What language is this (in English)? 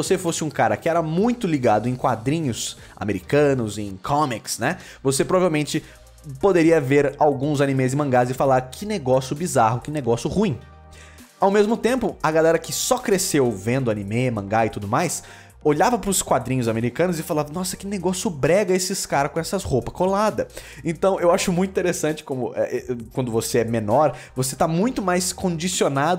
Portuguese